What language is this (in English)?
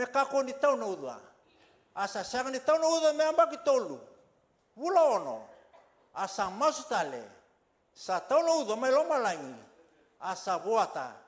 Fijian